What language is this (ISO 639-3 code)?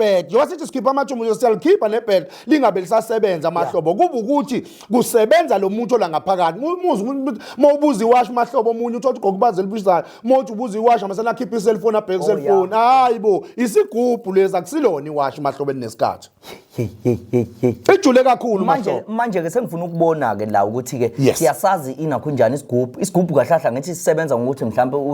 zul